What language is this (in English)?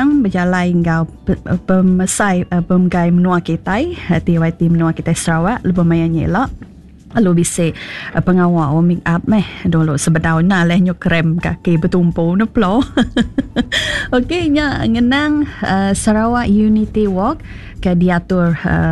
Iban